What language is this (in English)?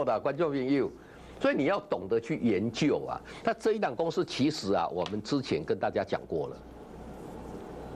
Chinese